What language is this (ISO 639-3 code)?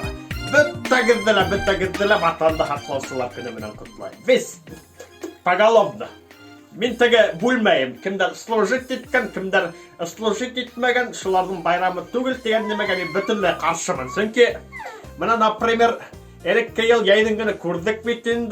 bak